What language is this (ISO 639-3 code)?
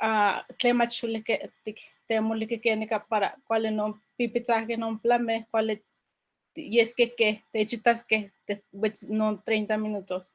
nhe